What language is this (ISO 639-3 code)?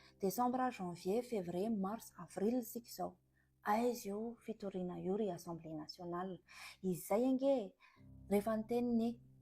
mlg